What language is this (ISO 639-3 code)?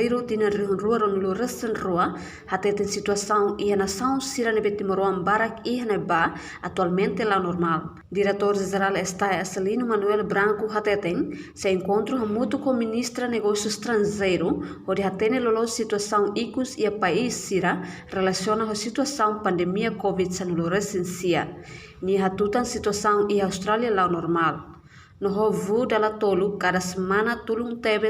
tet